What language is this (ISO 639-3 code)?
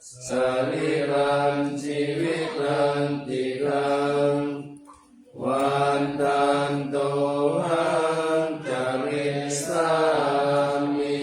pli